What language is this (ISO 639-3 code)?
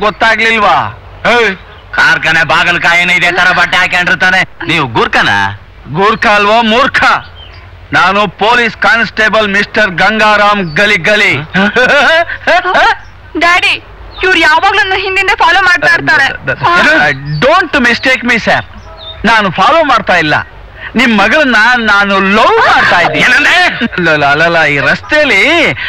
kan